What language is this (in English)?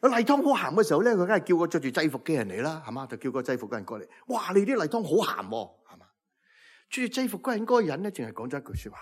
Cantonese